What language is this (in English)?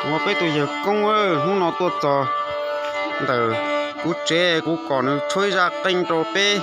Hmong